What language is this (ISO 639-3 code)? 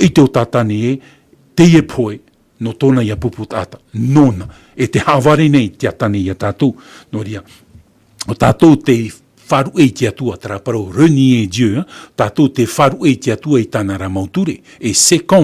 tah